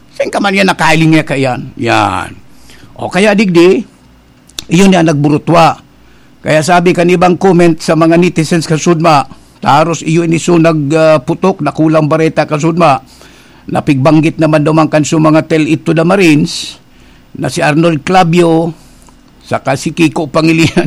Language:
Bikol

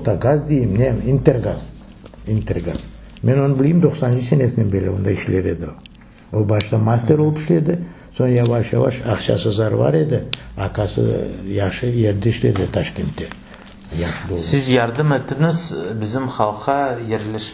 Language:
Crimean Tatar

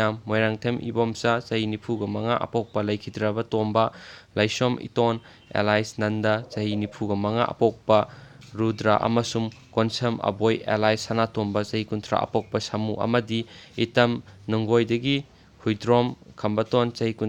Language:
Manipuri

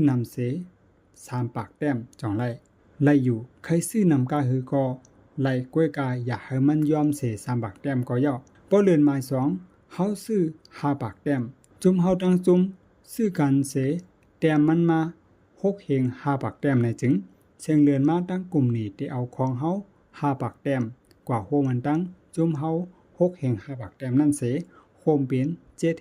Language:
Shan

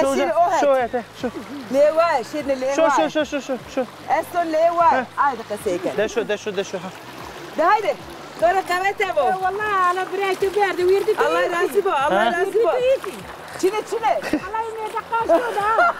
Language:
Zaza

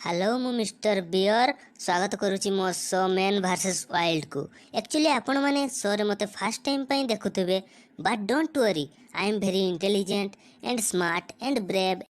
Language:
Odia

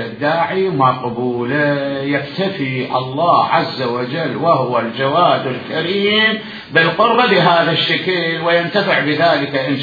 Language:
Mesopotamian Arabic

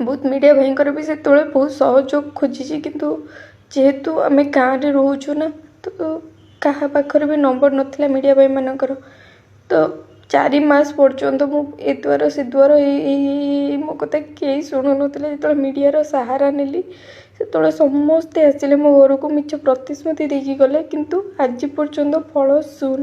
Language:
Odia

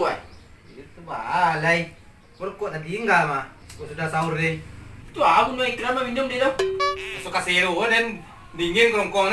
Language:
Minangkabau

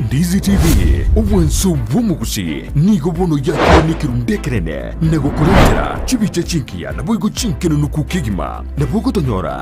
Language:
Gusii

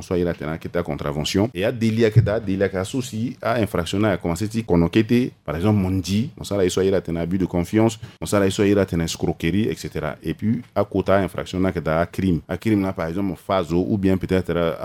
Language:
Sango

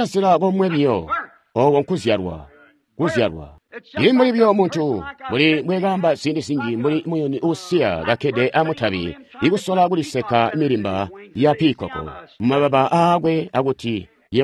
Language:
Tonga (Zambia)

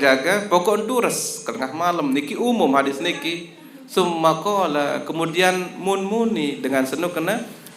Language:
Sasak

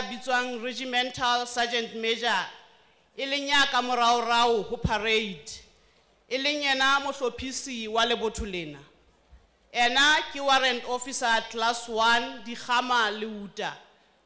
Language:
Southern Sotho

